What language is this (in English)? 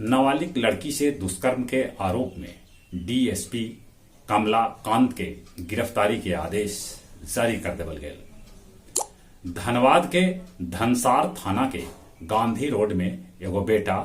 Magahi